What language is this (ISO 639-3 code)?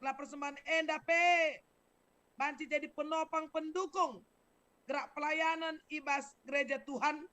btx